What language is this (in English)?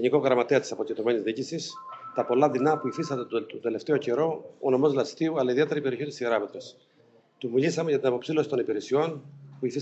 Greek